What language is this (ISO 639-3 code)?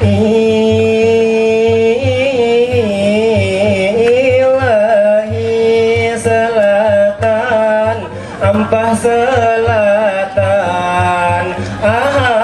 bjn